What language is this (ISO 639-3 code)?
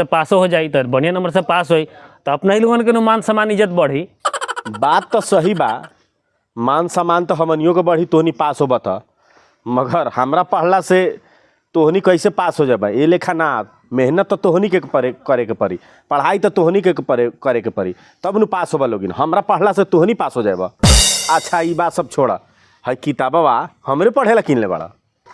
bho